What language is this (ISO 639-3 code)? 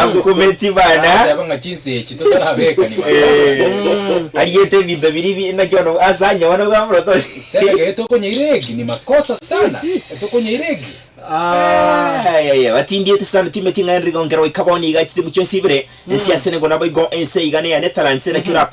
guz